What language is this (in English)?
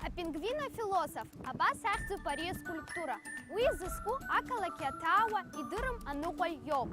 Abkhazian